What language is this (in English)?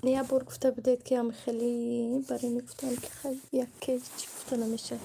Tajik